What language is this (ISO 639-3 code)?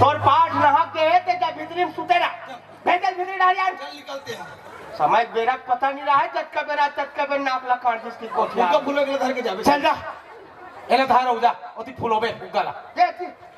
hne